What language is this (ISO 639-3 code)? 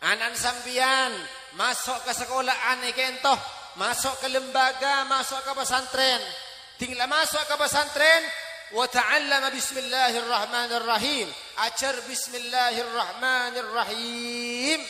mad